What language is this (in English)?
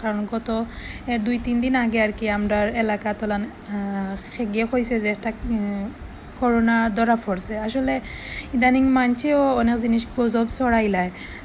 Sylheti